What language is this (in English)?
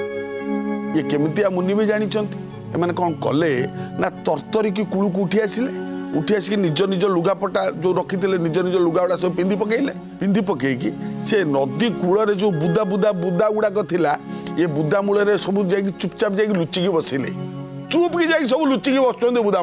Odia